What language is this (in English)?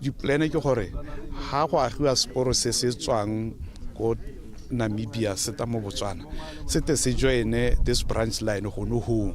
Tswana